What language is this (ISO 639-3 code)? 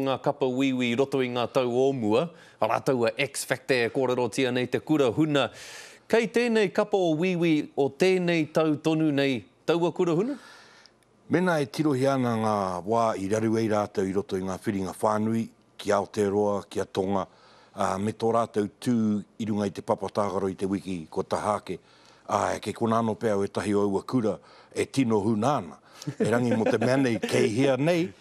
mri